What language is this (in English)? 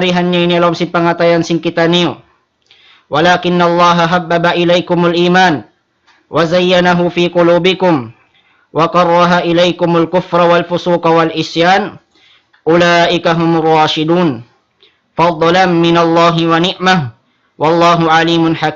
Tausug